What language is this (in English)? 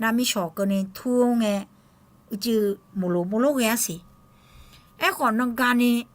Akha